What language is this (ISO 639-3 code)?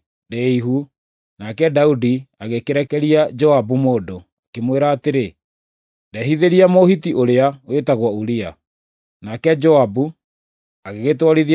kik